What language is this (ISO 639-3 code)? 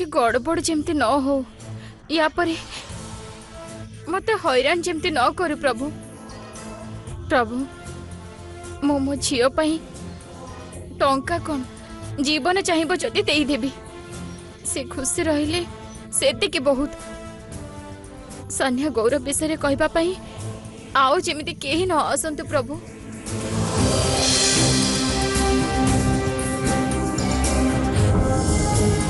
ori